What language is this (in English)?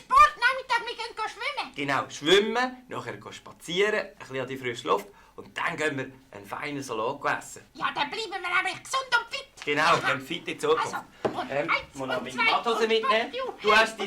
Swiss German